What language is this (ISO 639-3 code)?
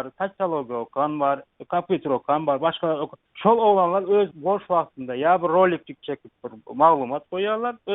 tuk